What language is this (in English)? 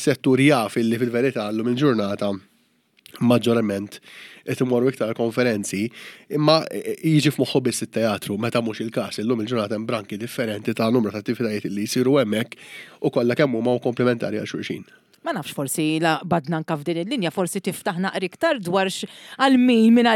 Maltese